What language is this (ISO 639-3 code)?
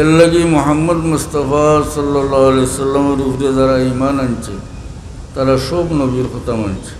syl